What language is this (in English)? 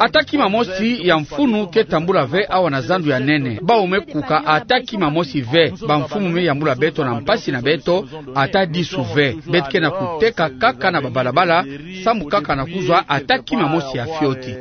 Kituba (Democratic Republic of Congo)